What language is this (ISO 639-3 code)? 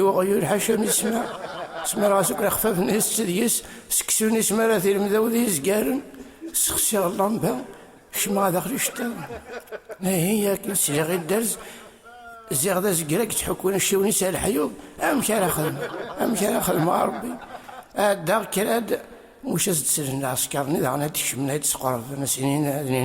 kab